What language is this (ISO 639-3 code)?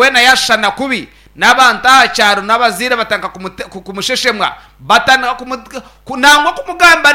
nyn